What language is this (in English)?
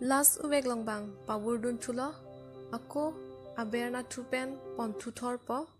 Karbi